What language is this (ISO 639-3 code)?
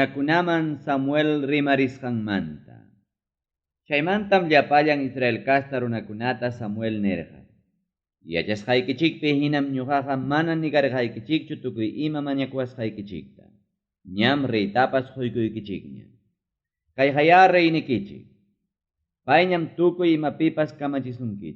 quy